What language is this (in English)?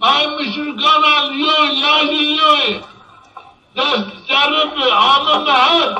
Zaza